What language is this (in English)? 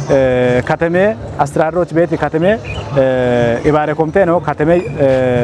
Kafa